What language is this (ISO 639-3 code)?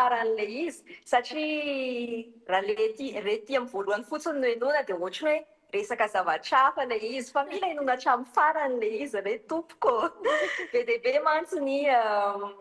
mlg